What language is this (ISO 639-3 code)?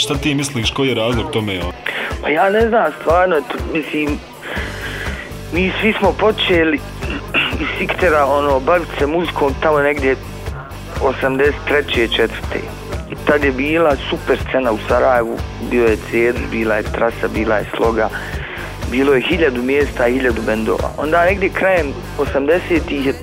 bos